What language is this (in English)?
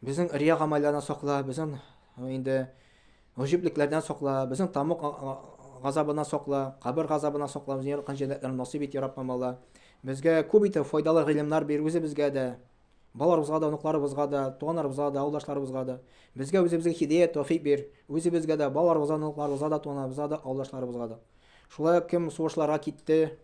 Tatar